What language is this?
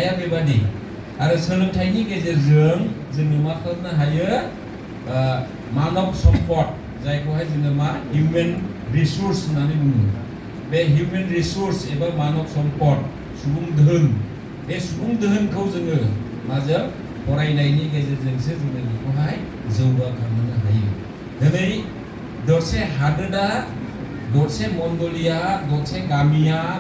Bodo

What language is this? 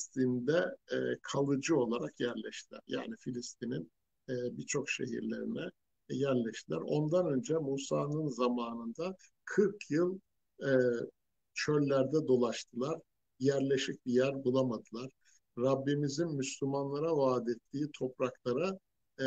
Turkish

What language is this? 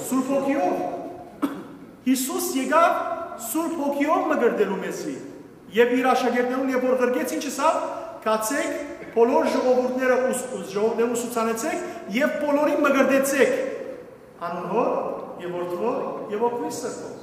Western Armenian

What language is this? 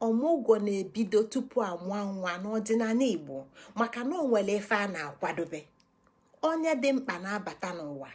Igbo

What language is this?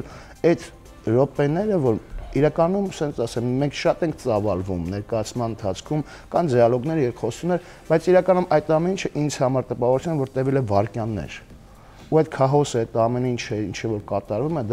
Armenian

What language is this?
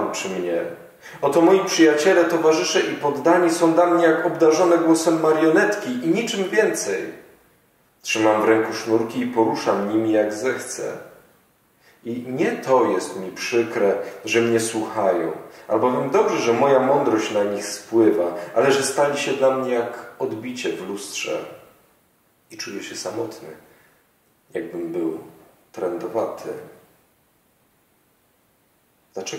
Polish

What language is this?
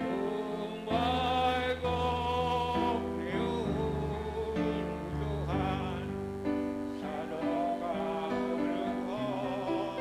Batak Simalungun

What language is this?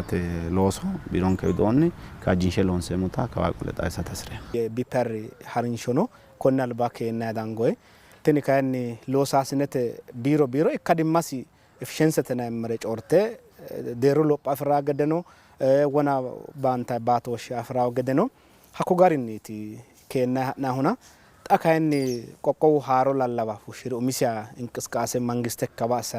Sidamo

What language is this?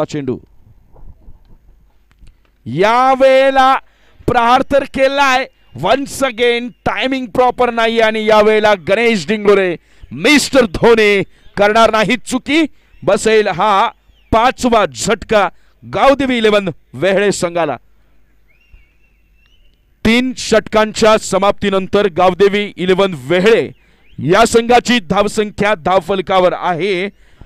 Marathi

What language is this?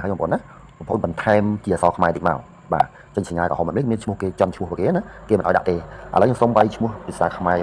Khmer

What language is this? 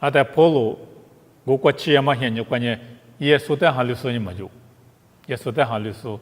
Lisu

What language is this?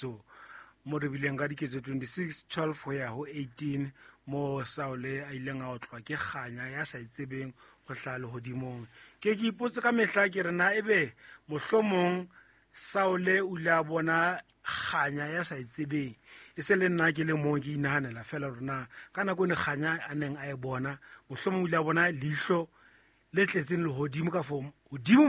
Southern Sotho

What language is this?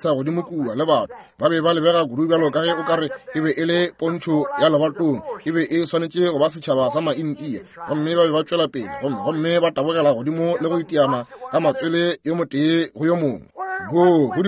Northern Sotho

